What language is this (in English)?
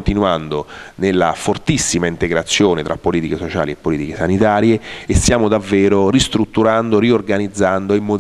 Italian